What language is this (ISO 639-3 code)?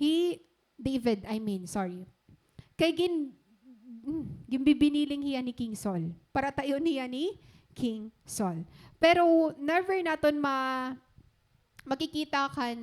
war